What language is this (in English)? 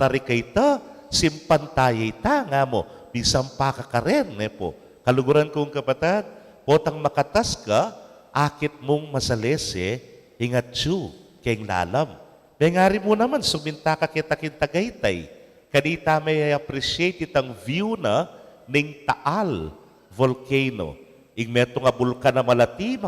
Pampanga